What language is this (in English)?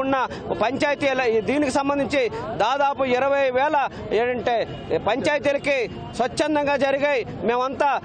Telugu